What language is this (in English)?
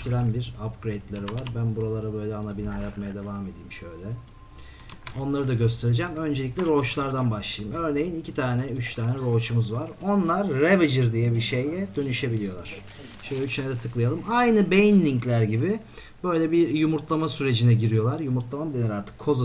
Turkish